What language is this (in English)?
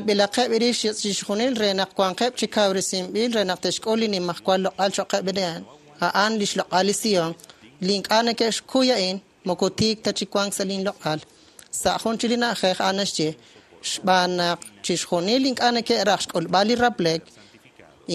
Kekchí